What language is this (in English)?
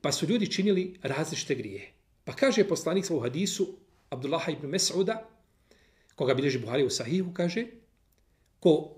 Bosnian